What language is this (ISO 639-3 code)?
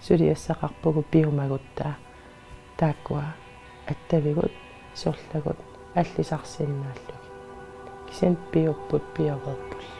kal